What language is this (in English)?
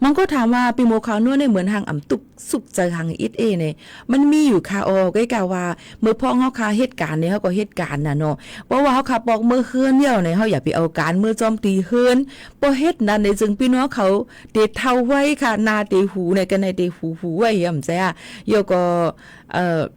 Shan